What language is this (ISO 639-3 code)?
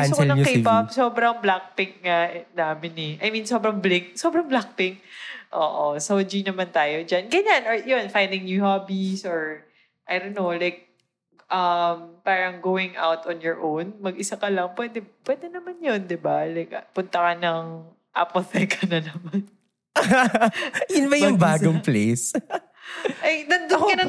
fil